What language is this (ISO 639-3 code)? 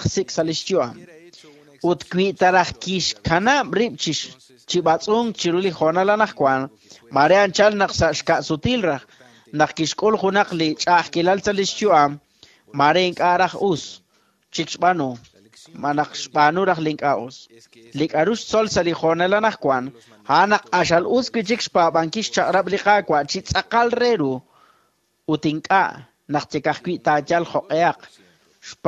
kek